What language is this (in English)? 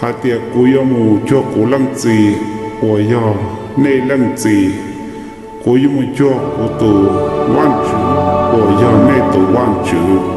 Hmong